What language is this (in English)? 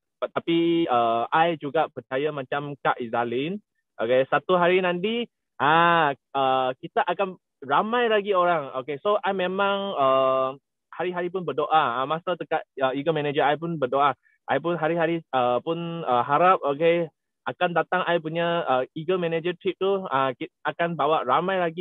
Malay